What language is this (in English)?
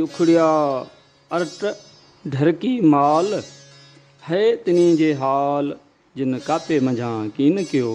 Sindhi